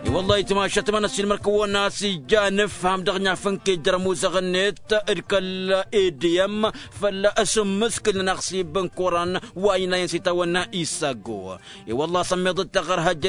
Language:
Tamasheq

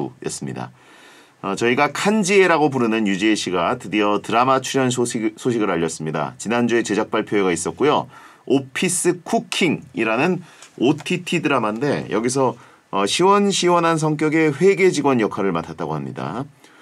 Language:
Korean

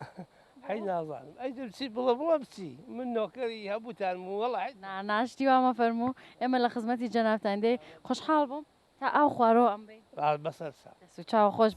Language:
Central Kurdish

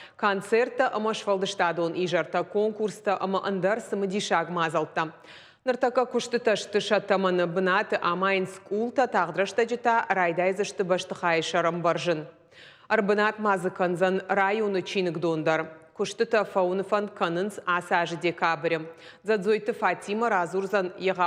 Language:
Ossetic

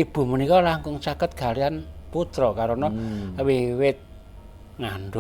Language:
Javanese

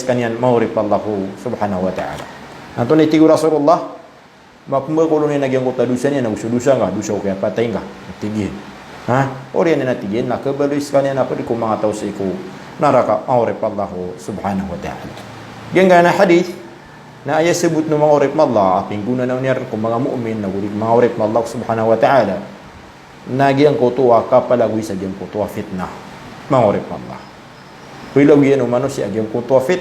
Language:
Maranao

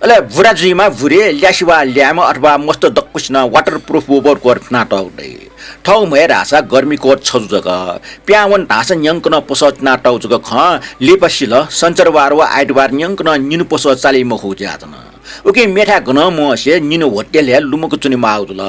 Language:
Newari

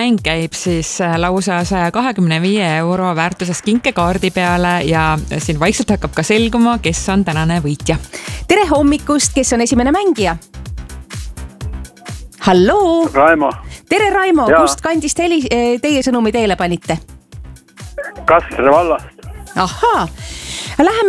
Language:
Estonian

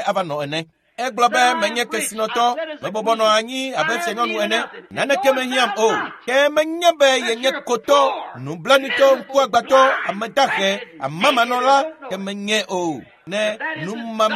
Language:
Ewe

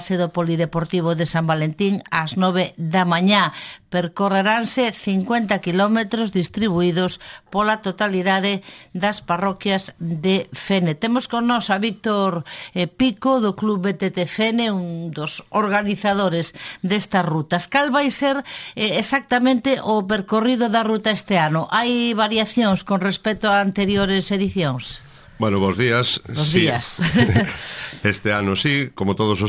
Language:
Galician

